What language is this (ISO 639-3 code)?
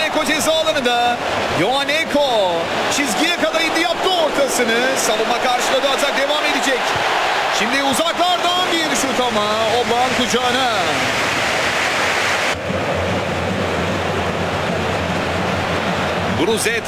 tur